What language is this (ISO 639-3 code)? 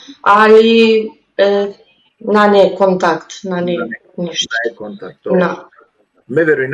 rmn